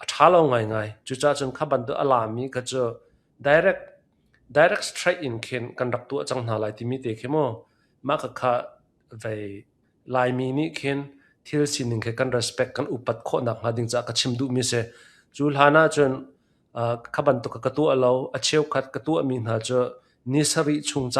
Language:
Hakha Chin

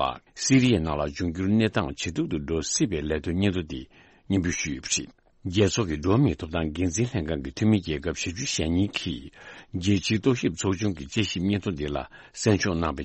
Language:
Tibetan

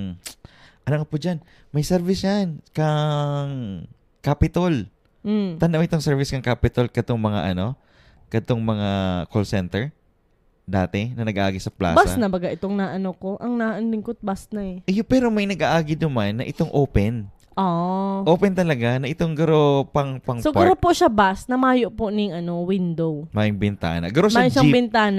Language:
Bikol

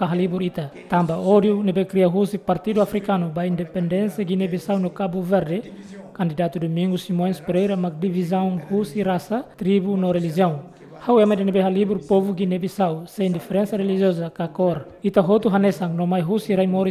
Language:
Tetum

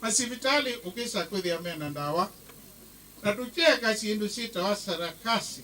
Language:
Kamba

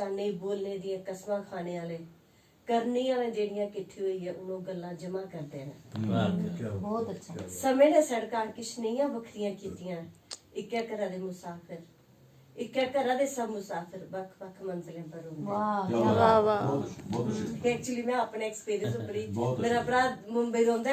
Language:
Dogri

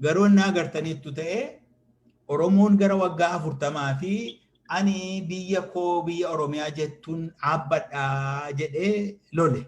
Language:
Oromo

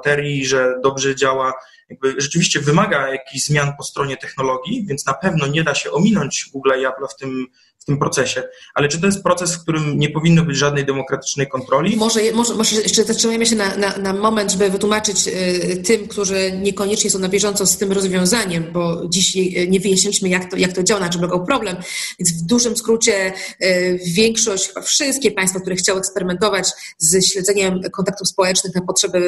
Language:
Polish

